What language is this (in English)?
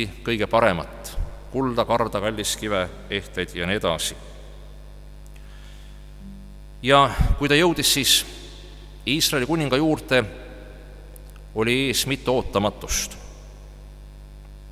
Estonian